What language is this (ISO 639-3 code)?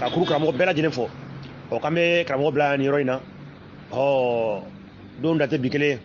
bam